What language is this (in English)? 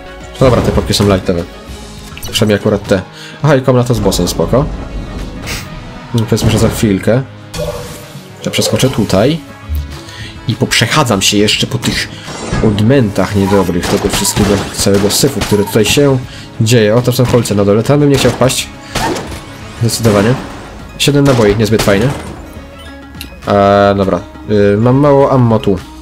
Polish